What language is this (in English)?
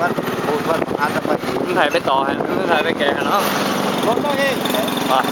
Lao